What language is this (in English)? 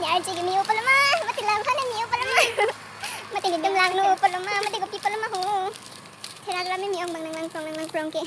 Karbi